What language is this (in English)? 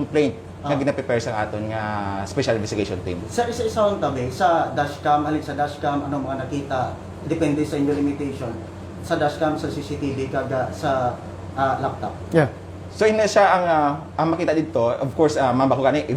Hiligaynon